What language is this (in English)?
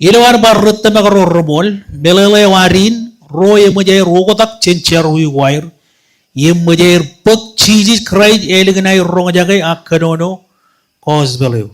Marshallese